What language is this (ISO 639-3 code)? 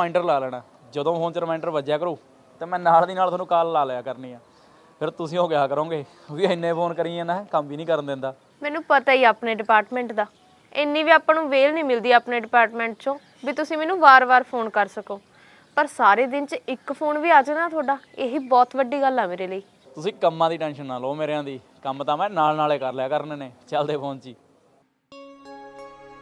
pan